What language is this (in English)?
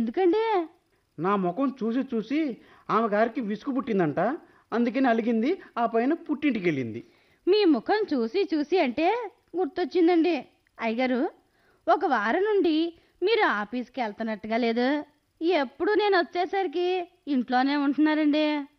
Telugu